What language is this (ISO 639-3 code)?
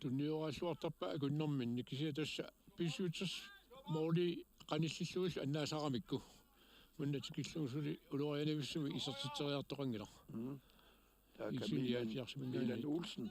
kal